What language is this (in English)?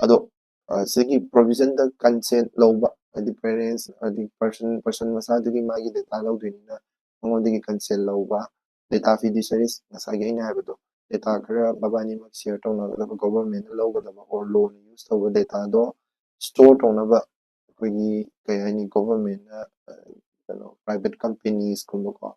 Manipuri